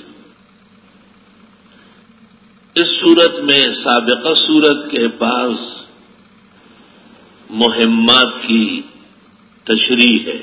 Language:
Urdu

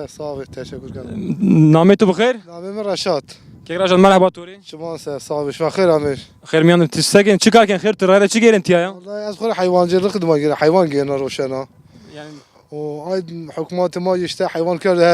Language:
Zaza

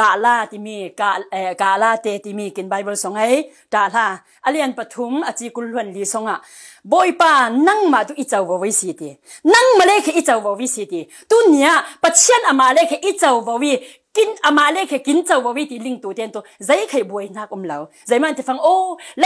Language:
Falam Chin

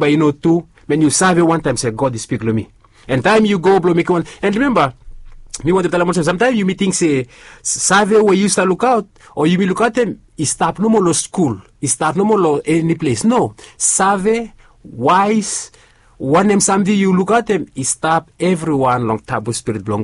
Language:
Bislama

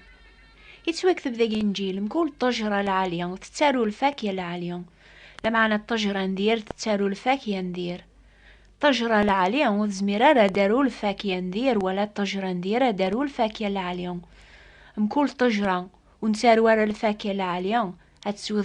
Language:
Kabyle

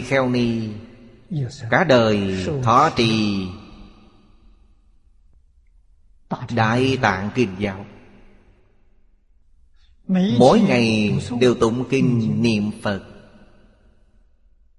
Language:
Vietnamese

